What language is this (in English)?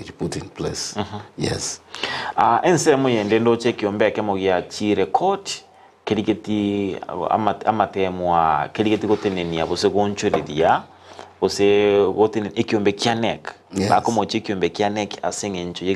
Gusii